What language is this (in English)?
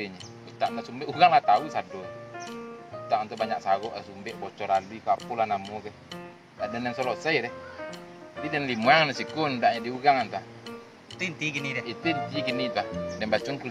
Minangkabau